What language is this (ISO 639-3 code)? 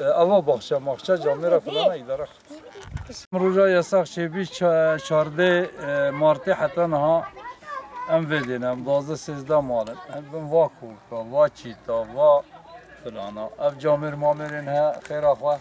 kur